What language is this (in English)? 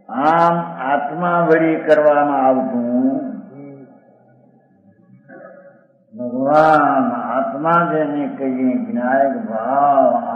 Gujarati